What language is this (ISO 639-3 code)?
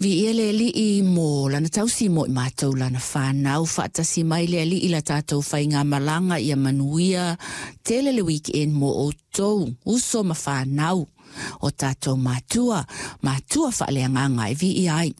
smo